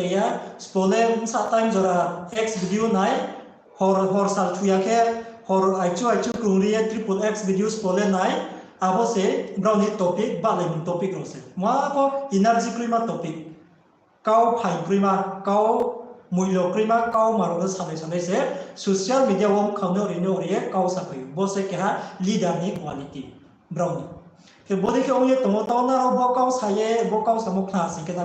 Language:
Riang (India)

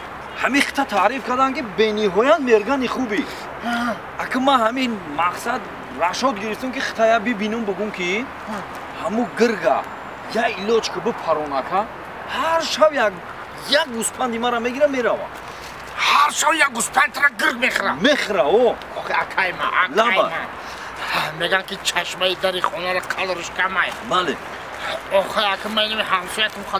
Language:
Tajik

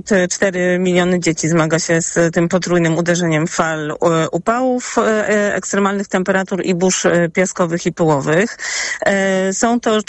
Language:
Polish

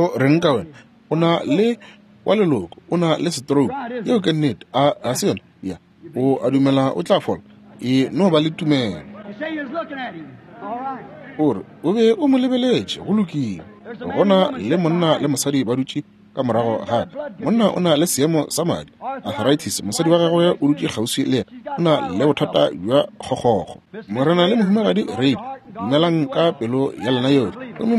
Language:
Northern Sotho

